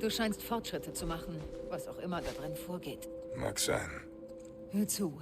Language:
Bavarian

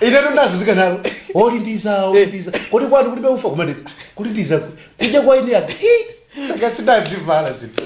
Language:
Nyanja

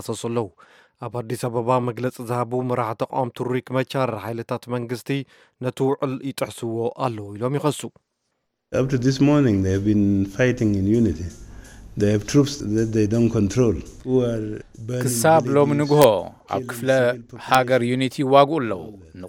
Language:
Tigrinya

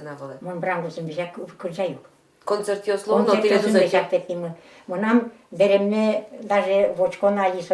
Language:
Udmurt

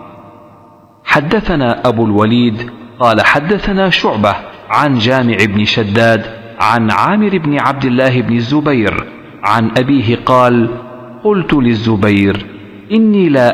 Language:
Arabic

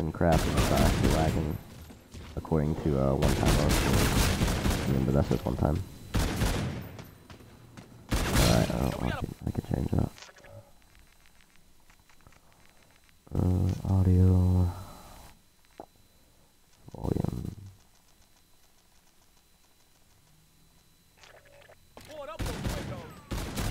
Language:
English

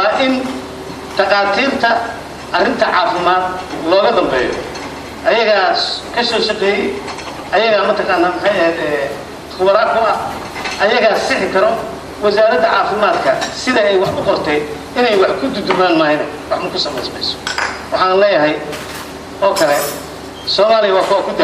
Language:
Somali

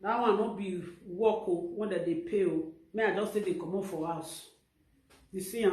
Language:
Nigerian Pidgin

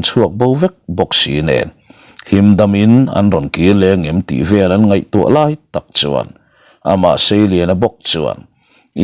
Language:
Mizo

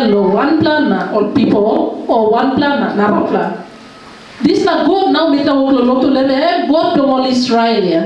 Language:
Tok Pisin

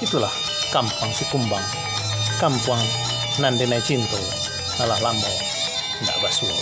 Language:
Minangkabau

